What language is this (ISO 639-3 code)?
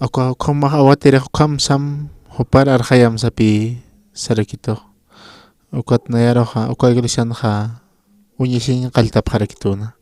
aym